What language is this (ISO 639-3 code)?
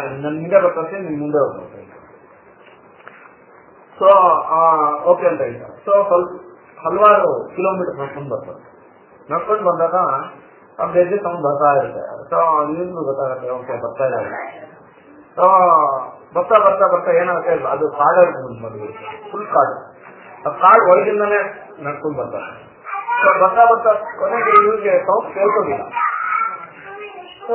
kan